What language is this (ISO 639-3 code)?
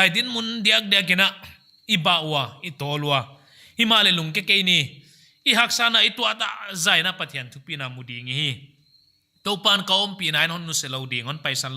pck